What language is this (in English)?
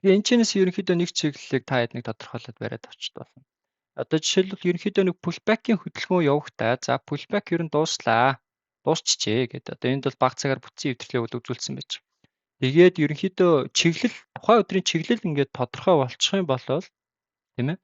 Mongolian